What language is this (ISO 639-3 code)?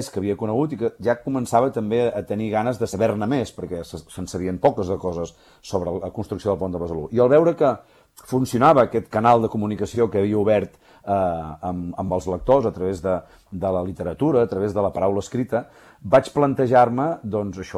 cat